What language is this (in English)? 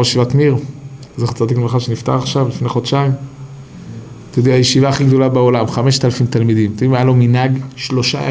Hebrew